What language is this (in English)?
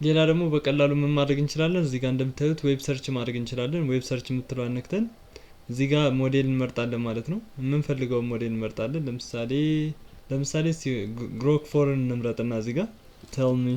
Amharic